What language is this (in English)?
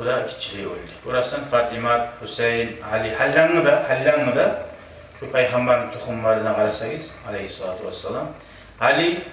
Kumyk